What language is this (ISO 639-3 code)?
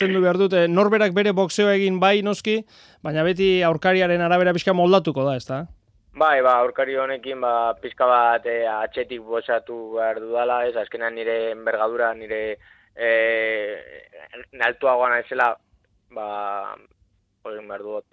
eus